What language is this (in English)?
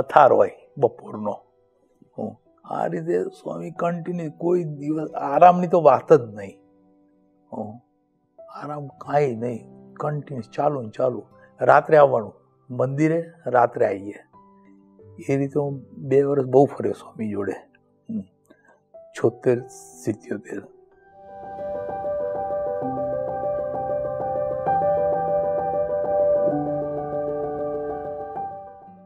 Gujarati